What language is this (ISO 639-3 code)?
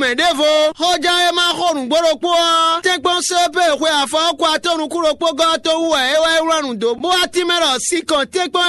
fon